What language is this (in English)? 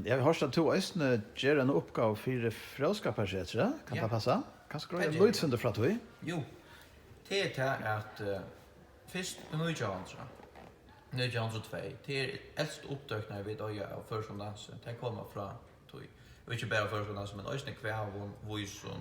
Faroese